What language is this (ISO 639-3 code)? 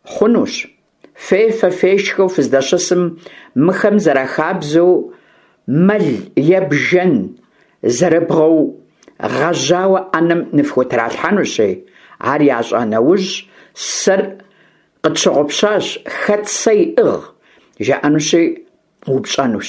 kbd